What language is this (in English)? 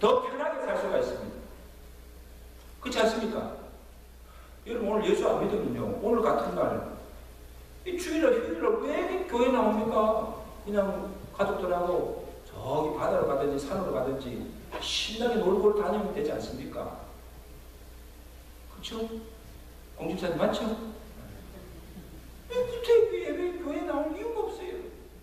Korean